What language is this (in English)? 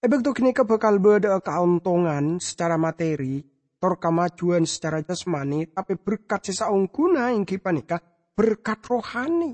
Madurese